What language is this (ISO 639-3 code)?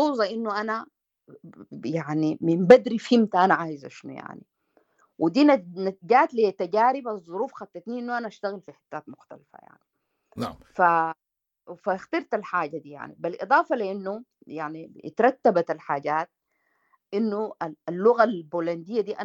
apd